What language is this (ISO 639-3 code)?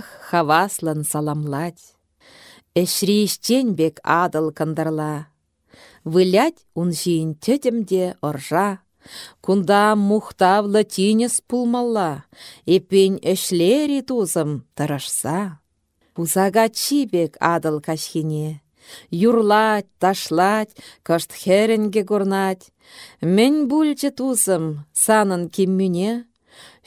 chv